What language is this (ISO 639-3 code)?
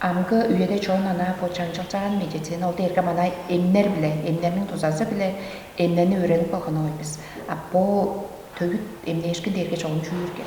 tyv